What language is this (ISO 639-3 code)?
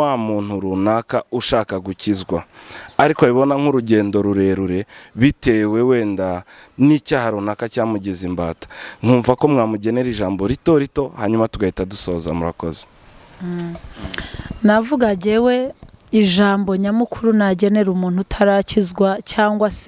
kin